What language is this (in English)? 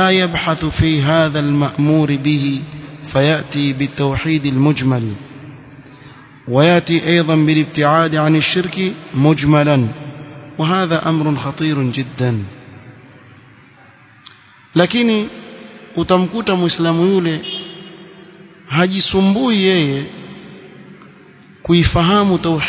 Swahili